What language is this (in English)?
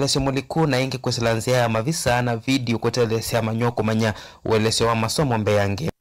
Kamba